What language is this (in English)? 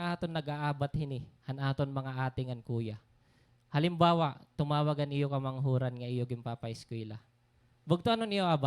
Waray